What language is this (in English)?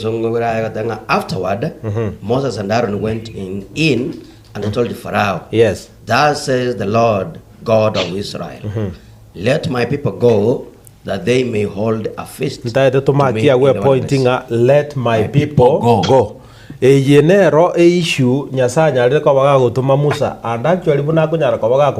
Gusii